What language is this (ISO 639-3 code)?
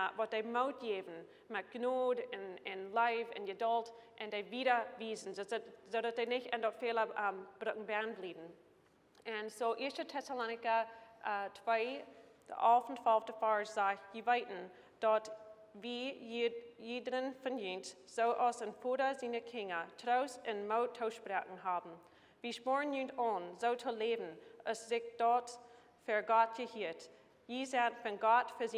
pdt